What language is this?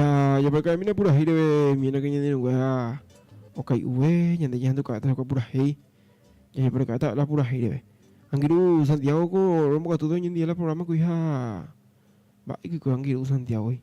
Guarani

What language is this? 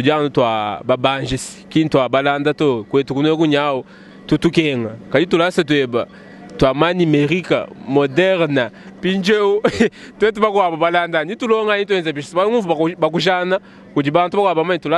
Luba-Lulua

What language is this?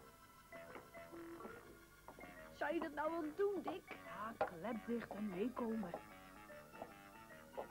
Dutch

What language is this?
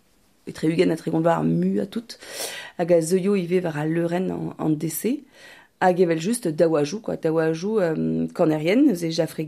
Breton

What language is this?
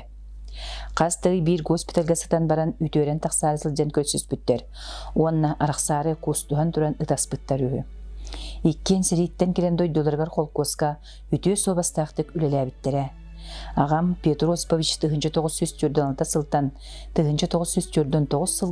Yakut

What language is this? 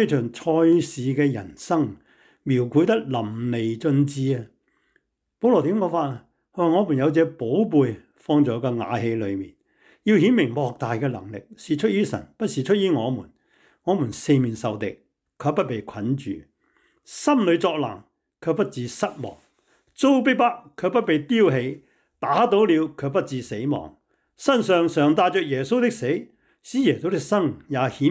Cantonese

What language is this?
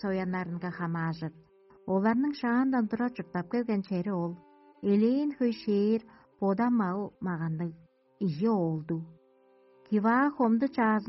Tuvinian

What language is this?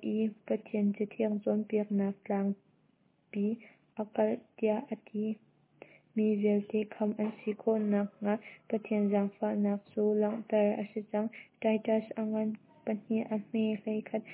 Hakha Chin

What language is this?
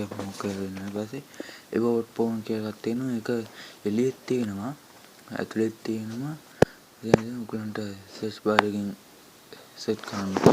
Sinhala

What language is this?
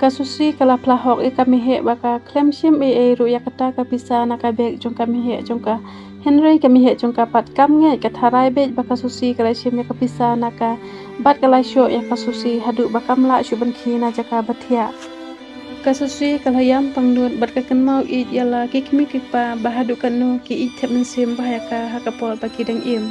Khasi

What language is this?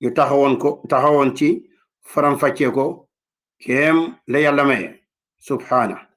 Wolof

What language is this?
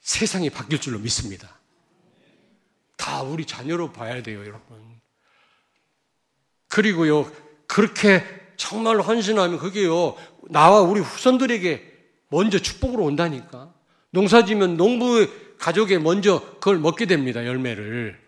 Korean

